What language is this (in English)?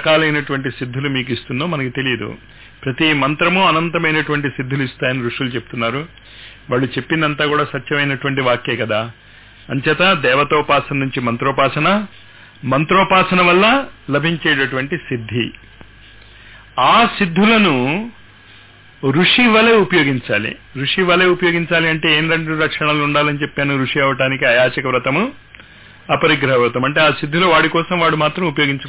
Telugu